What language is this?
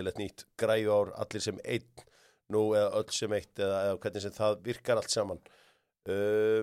Icelandic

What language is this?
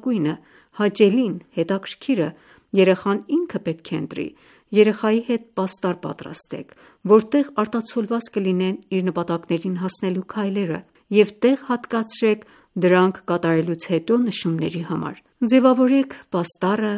Armenian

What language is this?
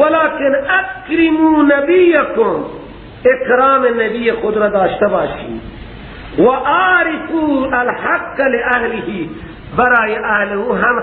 Persian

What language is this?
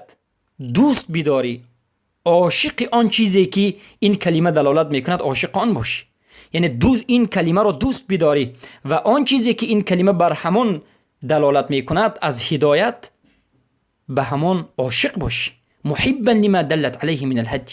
Persian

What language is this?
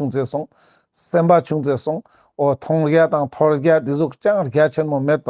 Ladakhi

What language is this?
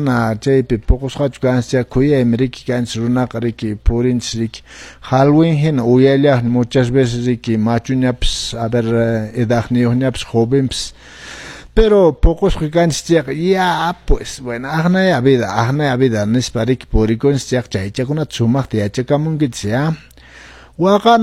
Quechua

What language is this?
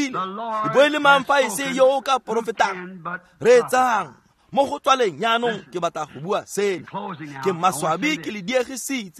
Tswana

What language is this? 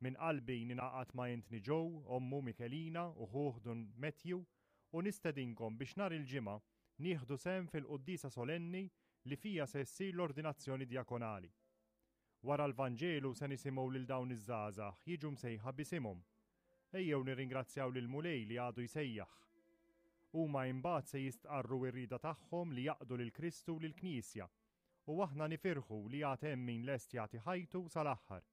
Maltese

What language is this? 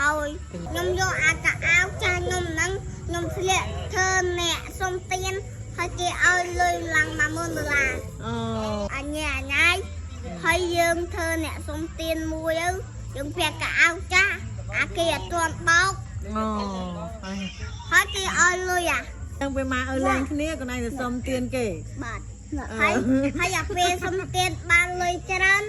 Khmer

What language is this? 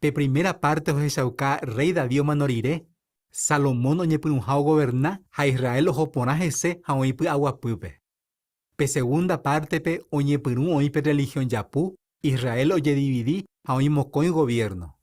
Guarani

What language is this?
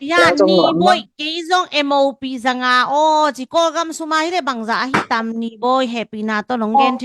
Tedim Chin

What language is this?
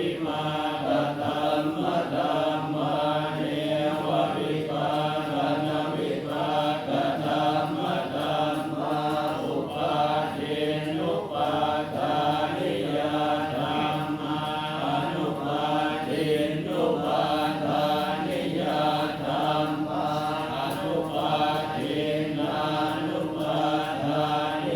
Pali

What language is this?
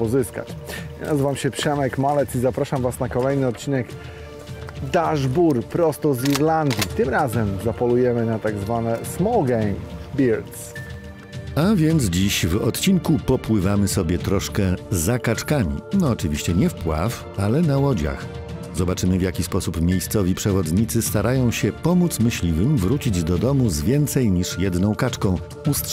Polish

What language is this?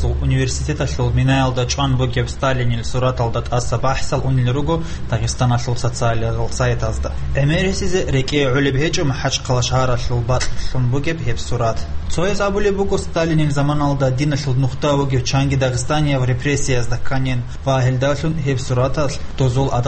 Avaric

